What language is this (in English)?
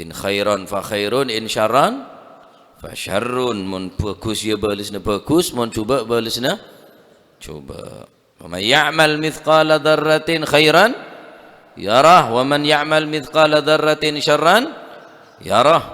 Madurese